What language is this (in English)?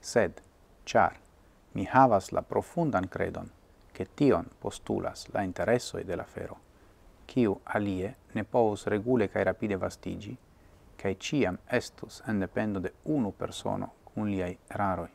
Esperanto